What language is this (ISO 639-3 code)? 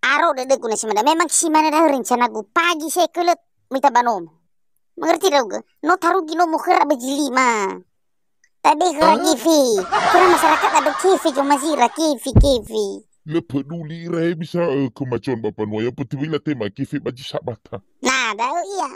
nia